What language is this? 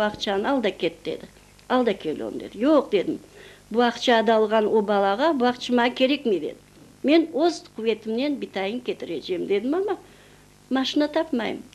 Crimean Tatar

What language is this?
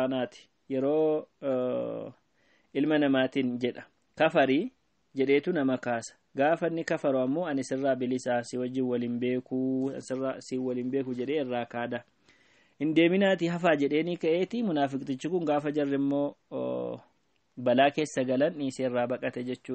Oromo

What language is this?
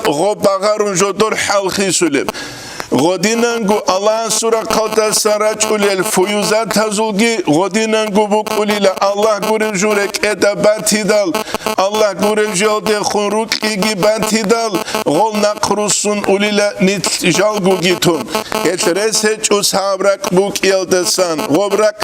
Avaric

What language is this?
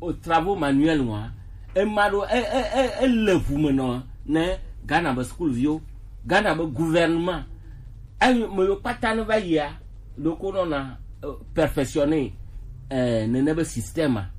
Gen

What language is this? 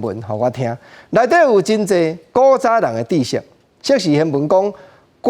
Min Nan Chinese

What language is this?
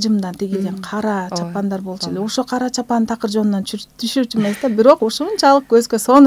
Kyrgyz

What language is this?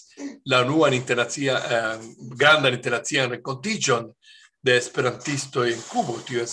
Esperanto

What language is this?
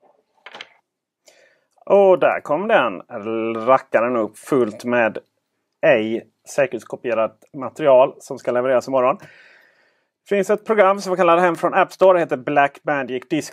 Swedish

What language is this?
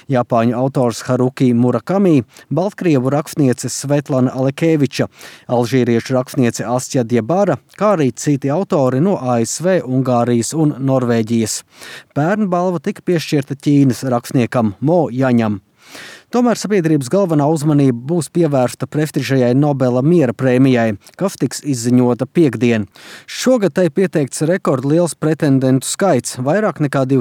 Latvian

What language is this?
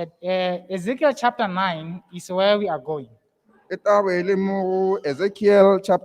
Tswana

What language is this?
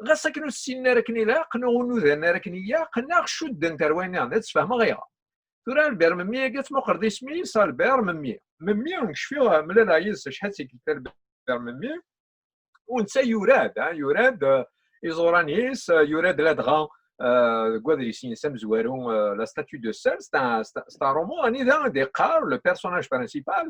Kabyle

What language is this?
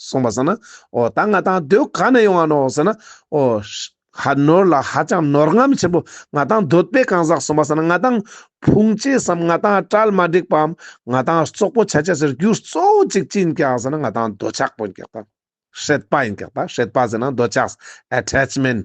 Ladakhi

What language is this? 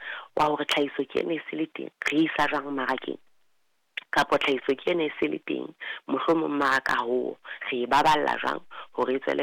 Southern Sotho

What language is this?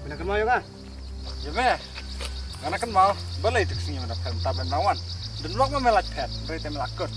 Khasi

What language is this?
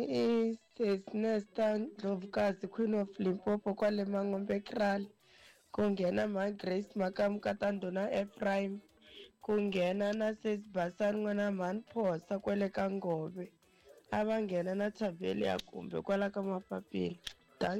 Tsonga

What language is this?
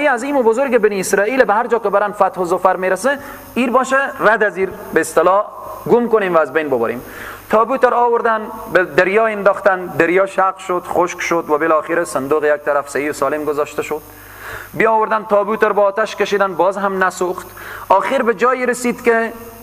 Persian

